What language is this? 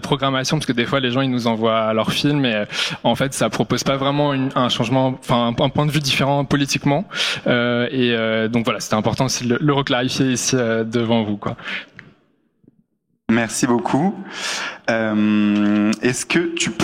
French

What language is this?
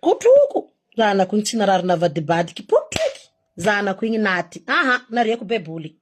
Malagasy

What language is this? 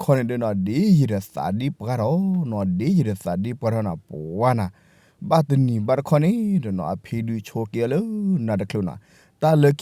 S'gaw Karen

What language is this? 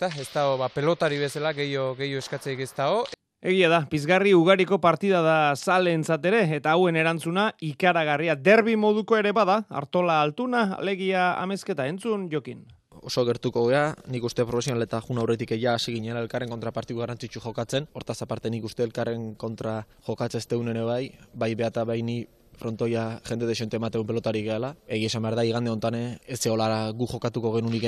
Basque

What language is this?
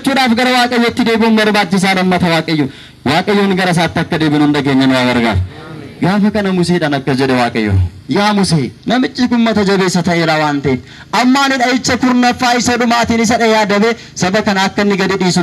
Oromo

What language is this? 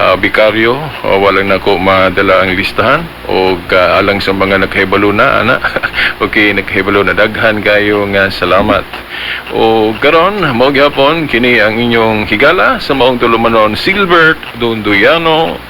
Cebuano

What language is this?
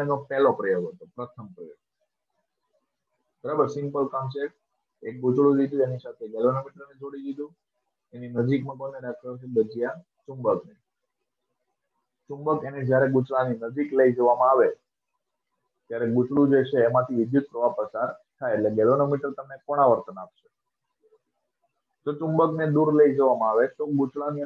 Gujarati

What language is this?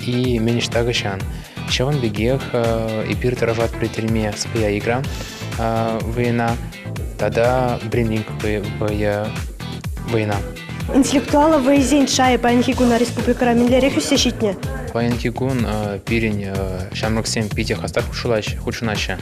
Chuvash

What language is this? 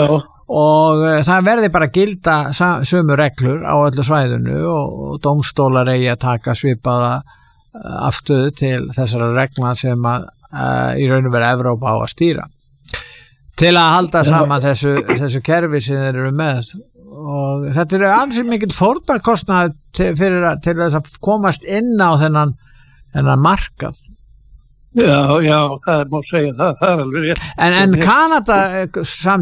Icelandic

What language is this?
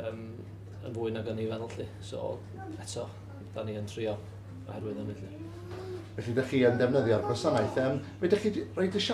Welsh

